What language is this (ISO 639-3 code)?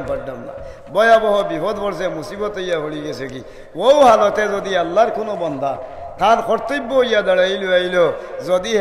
syl